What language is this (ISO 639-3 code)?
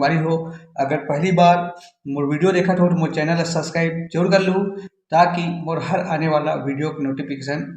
hne